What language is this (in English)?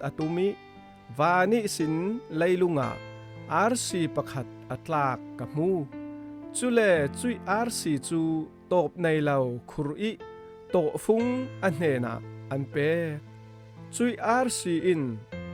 Falam Chin